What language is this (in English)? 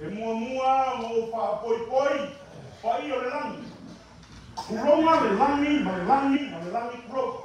Samoan